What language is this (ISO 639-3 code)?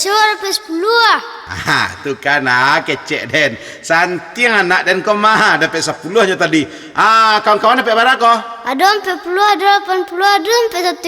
min